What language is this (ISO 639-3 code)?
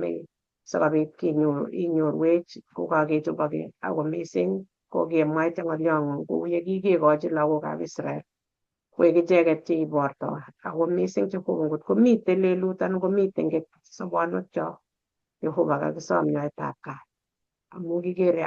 kln